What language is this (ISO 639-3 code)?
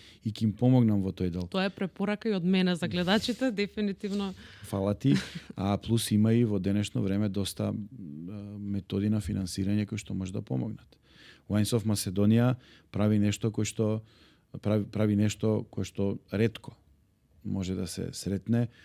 mkd